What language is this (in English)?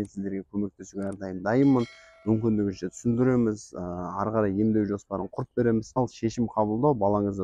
Kazakh